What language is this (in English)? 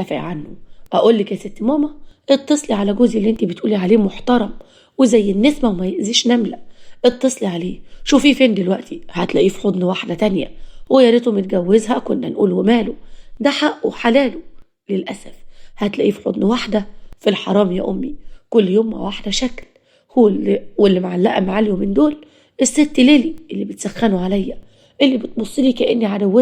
Egyptian Arabic